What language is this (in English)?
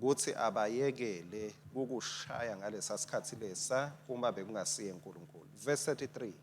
Swati